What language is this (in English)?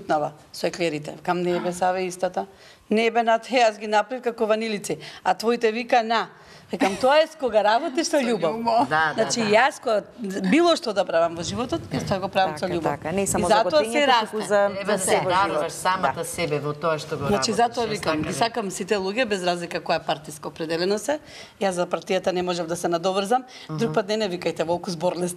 Macedonian